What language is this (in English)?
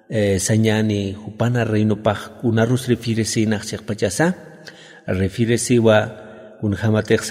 Aymara